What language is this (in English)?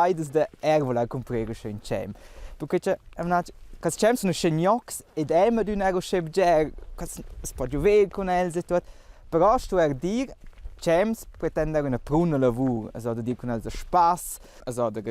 Romansh